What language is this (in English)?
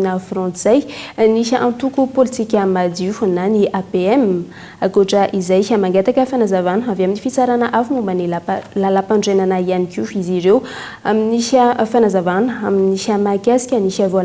Malagasy